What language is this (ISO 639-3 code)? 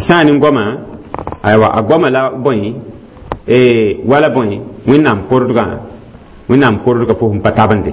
mos